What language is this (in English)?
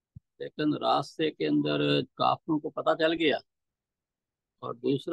Urdu